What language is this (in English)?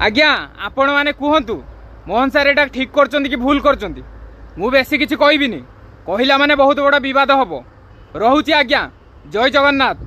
Odia